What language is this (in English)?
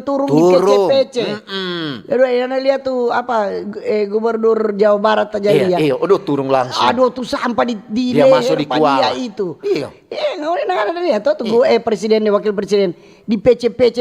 Manado Malay